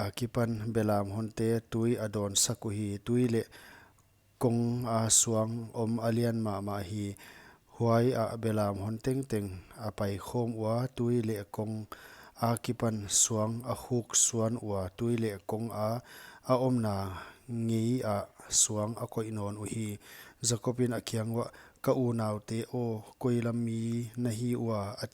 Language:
Paite Chin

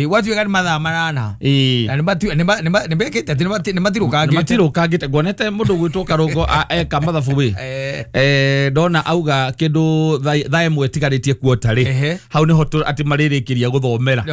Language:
Kikuyu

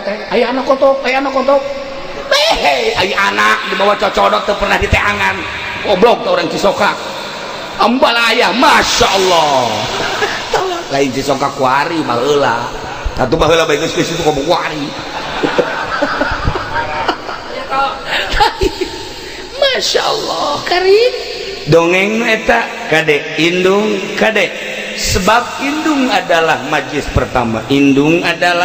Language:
Sundanese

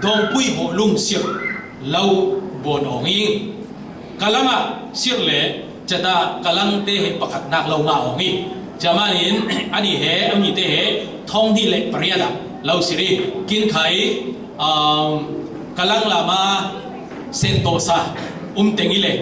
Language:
Falam Chin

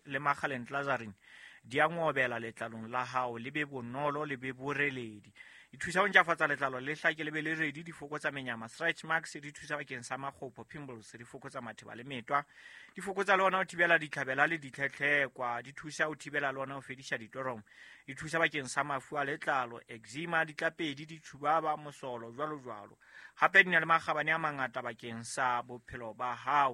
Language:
Southern Sotho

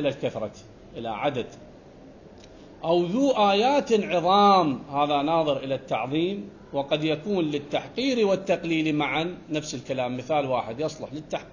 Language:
Arabic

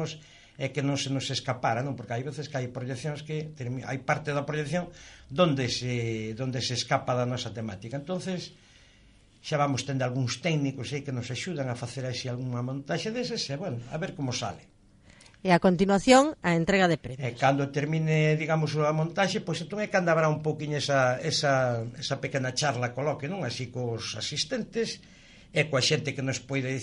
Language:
Galician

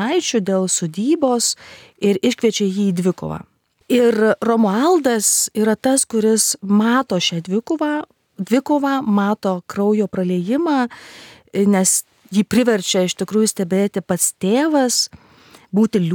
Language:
Lithuanian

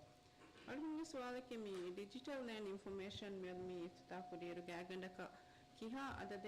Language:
Divehi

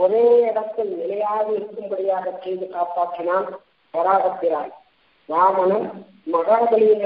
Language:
Tamil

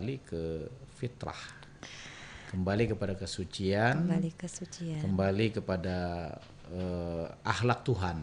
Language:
Banjar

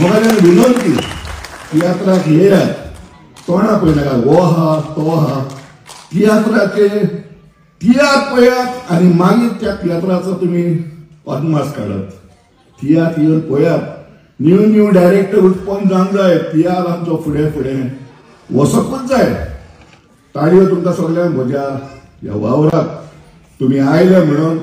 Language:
Konkani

